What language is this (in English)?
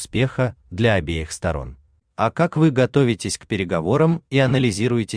Russian